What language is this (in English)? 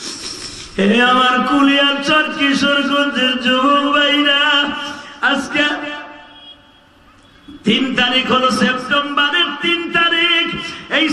Bangla